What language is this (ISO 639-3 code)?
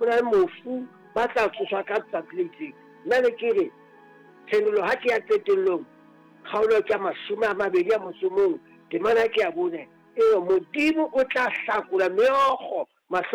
sot